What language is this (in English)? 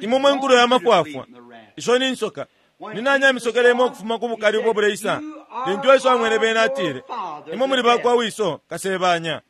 Bemba